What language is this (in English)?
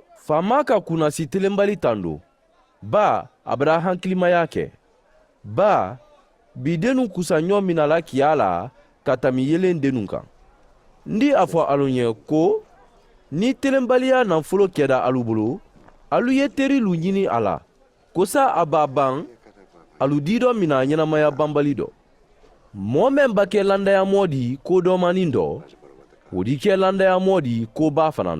Mandingo